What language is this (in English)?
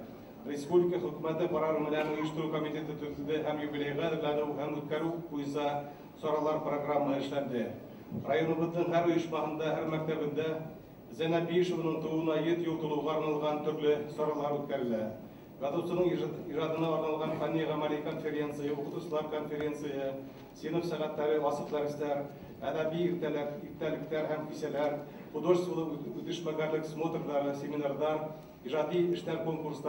Bashkir